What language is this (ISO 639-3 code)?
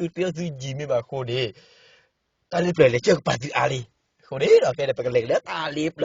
ksw